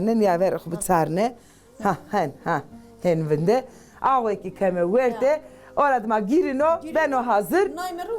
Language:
Zaza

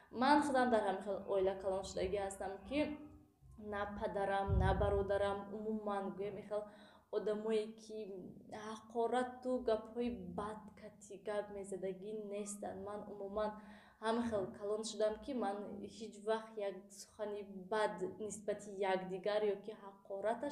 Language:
Tajik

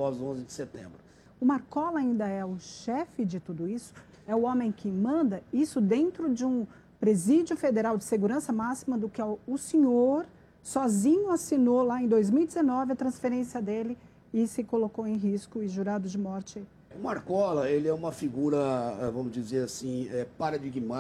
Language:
Portuguese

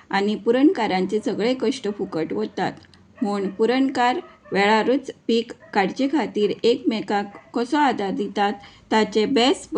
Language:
Konkani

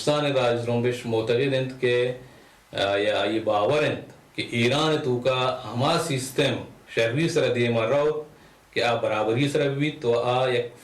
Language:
Baluchi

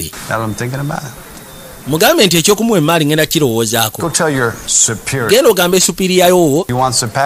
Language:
Ganda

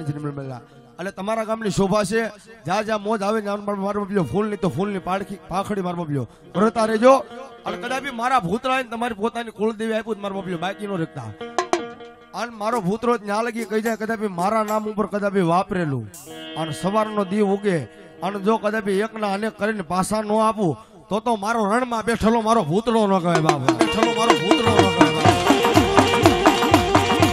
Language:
Gujarati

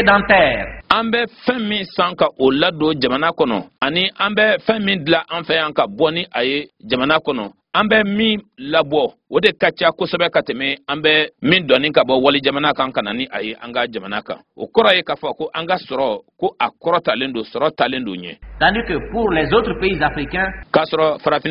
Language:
Bambara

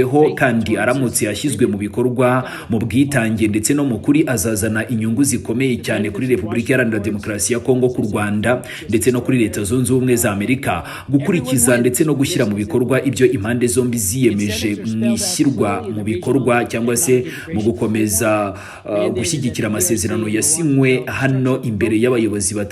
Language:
Kinyarwanda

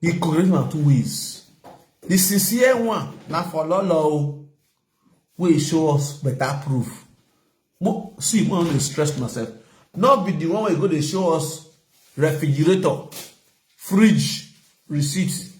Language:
Nigerian Pidgin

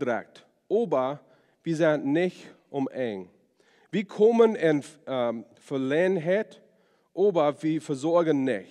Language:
Plautdietsch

